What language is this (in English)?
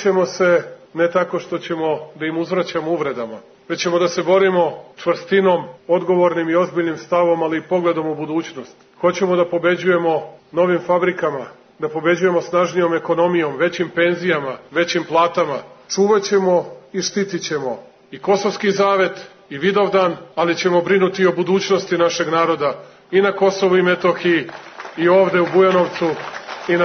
Serbian